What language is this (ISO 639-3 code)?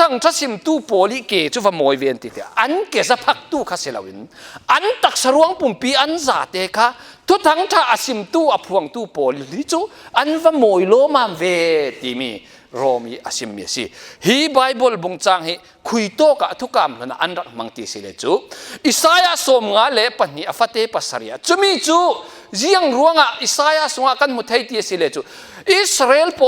cfm